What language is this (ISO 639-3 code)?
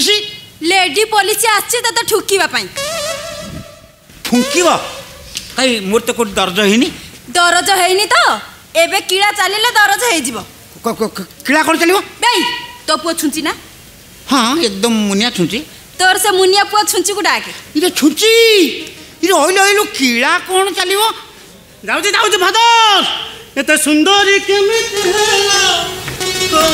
ori